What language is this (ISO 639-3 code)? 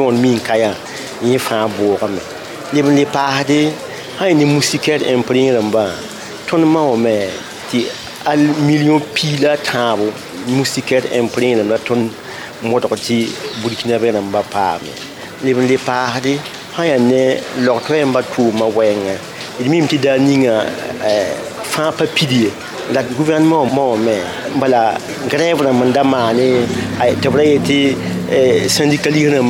mos